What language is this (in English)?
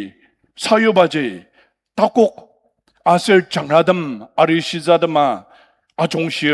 Ao Naga